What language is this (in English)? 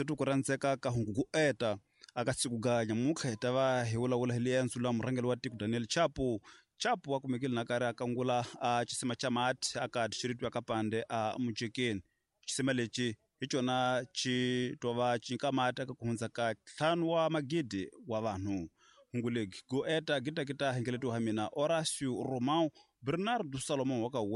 Tsonga